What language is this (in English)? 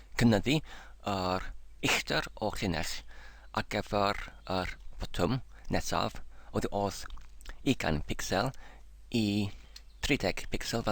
Welsh